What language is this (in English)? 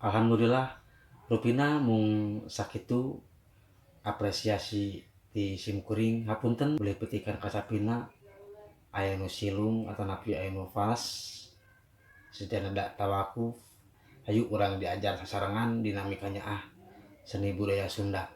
Sundanese